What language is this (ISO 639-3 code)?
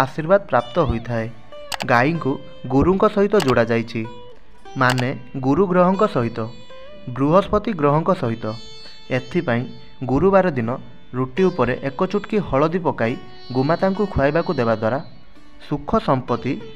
ori